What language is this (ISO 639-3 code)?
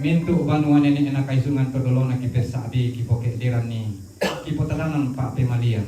sda